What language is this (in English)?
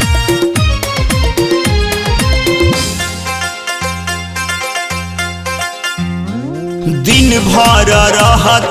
Bhojpuri